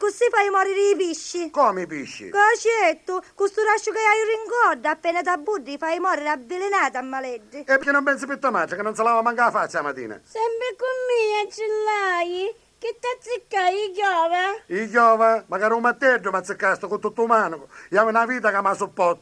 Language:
Sicilian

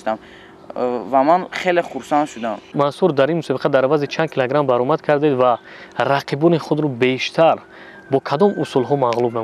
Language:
Tajik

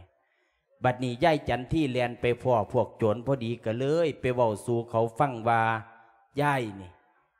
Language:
Lao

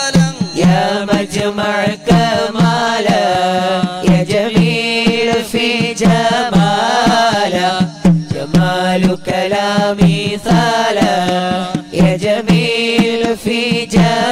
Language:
Malayalam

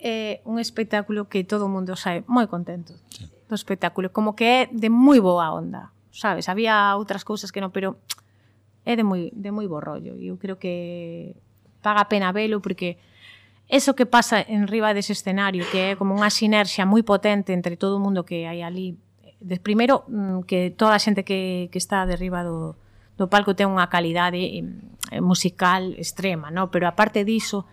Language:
Galician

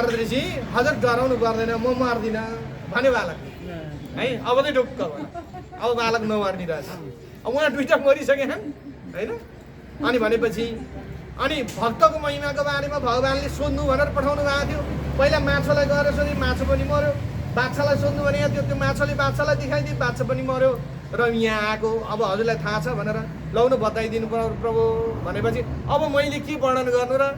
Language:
Nepali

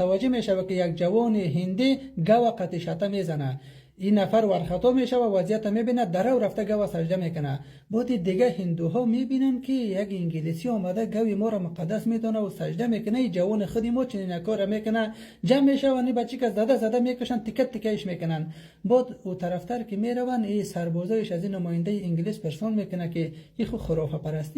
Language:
Persian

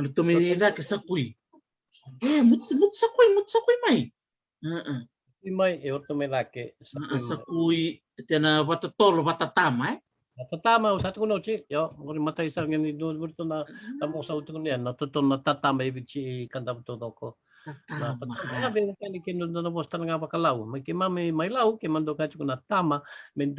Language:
Fijian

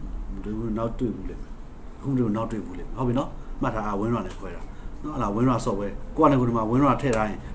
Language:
Burmese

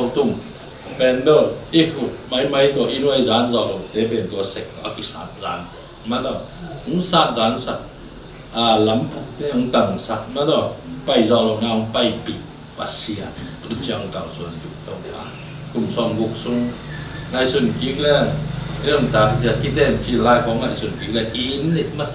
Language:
Tedim Chin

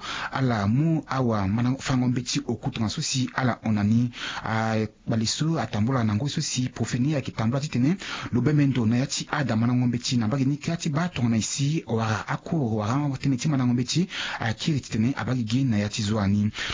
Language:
Sango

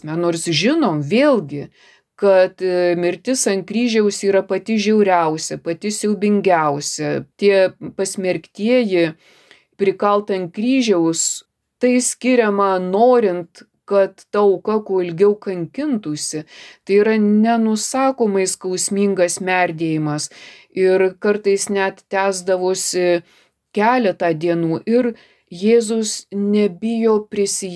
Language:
Lithuanian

